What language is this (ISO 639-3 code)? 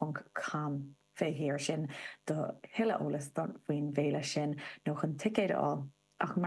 gle